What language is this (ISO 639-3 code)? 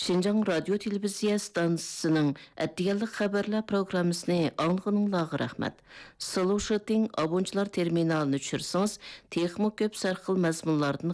uig